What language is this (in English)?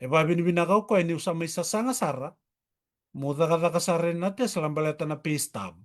Fijian